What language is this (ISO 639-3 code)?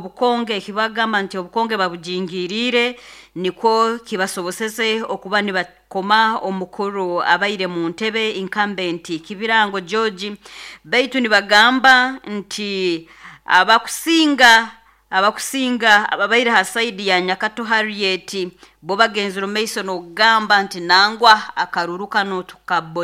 nyo